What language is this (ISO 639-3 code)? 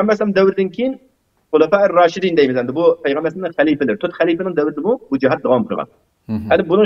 uig